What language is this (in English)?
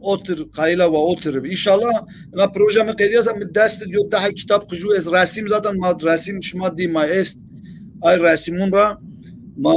Zaza